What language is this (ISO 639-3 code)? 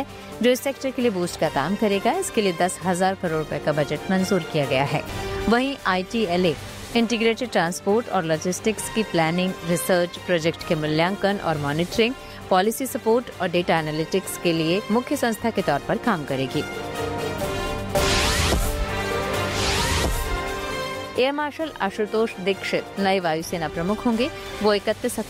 hin